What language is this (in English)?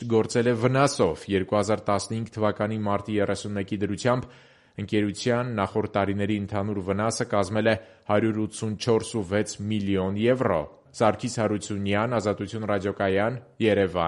Armenian